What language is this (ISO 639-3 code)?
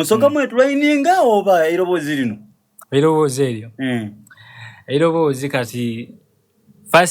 xog